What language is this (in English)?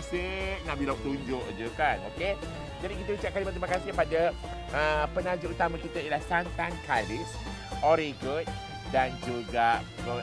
Malay